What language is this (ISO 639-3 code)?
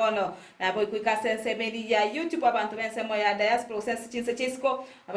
guz